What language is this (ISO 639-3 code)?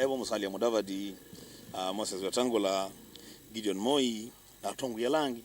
kam